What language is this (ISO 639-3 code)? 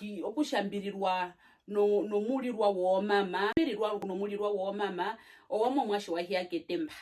her